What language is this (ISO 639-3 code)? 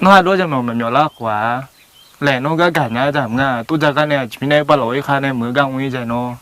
ahk